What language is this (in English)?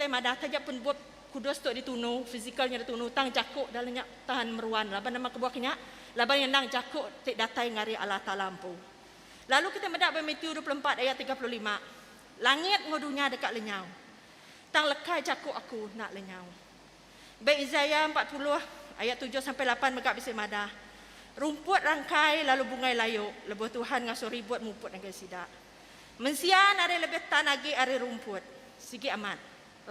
Iban